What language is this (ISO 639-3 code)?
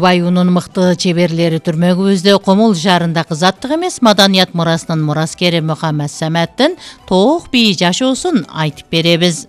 kir